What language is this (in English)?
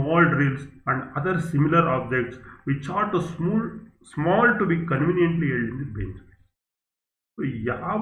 Kannada